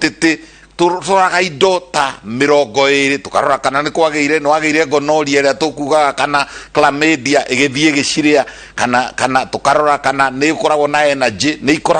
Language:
Kikuyu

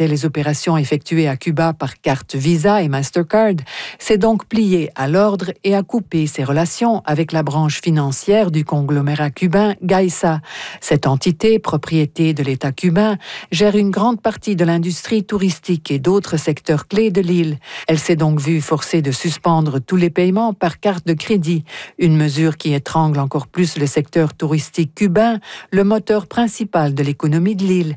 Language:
French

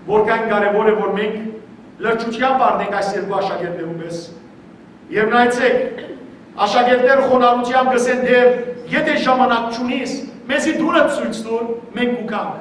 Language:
Western Armenian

